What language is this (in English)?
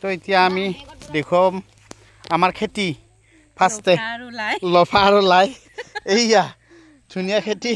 Assamese